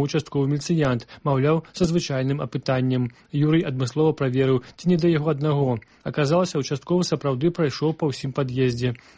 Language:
Belarusian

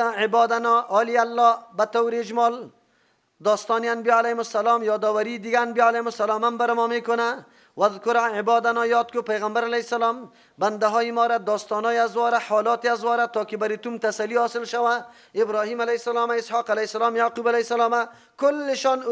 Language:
Persian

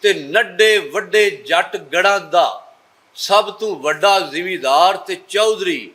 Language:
Western Panjabi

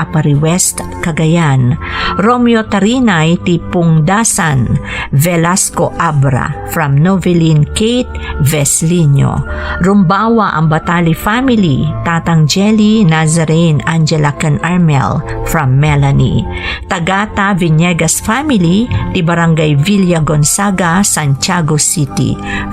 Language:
Iloko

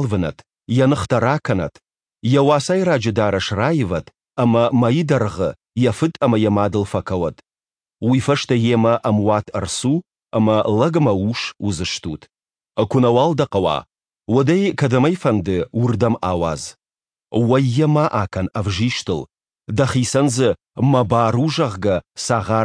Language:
Ossetic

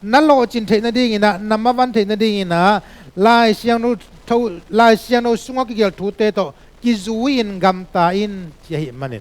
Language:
Tedim Chin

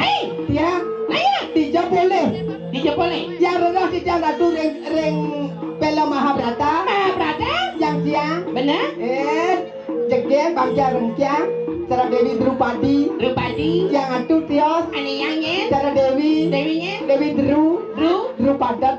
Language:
Balinese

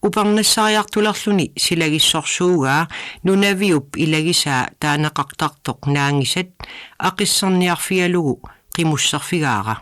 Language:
Kalaallisut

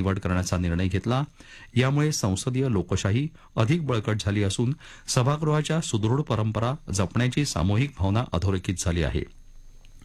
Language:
Marathi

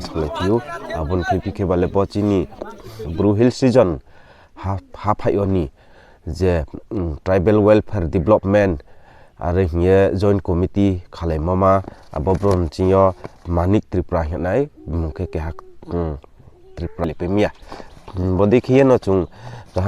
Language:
Riang (India)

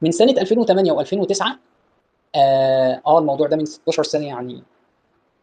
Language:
Egyptian Arabic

